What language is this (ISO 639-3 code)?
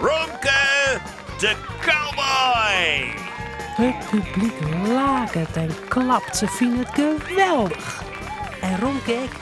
fry